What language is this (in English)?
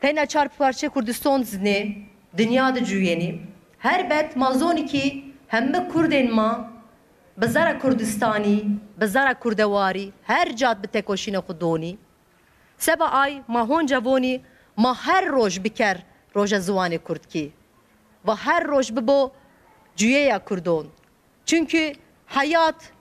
Kurdish